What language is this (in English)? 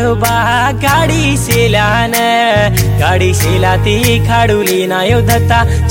Lambadi